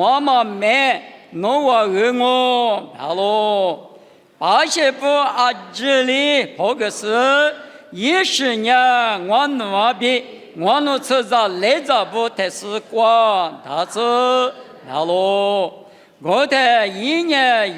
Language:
Lisu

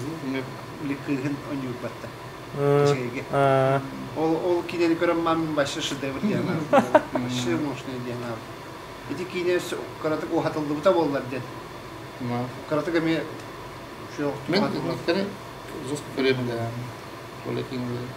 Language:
Yakut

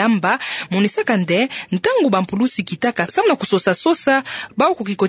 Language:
Kituba (Democratic Republic of Congo)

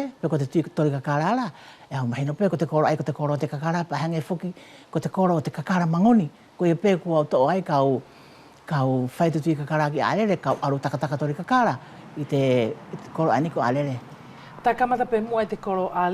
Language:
Wallisian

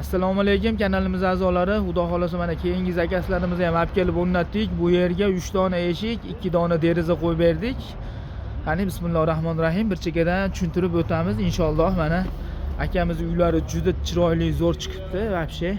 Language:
Uzbek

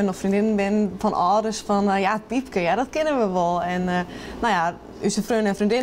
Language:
Western Frisian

